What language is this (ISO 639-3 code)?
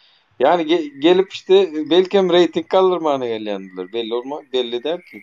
tuk